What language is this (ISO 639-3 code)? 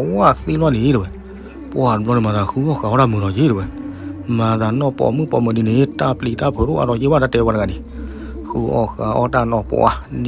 ksw